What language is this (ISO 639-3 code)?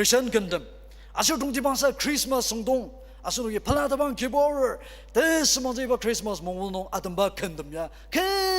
njo